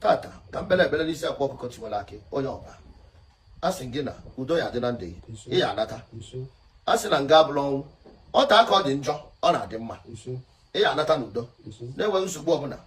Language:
Igbo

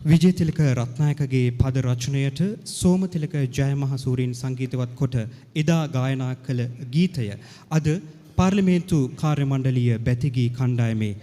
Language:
Sinhala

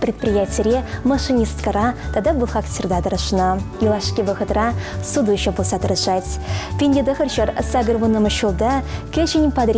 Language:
Chuvash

